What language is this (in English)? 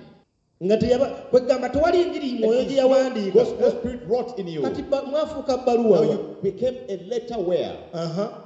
Ganda